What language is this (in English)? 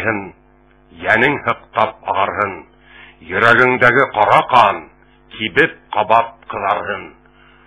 Bashkir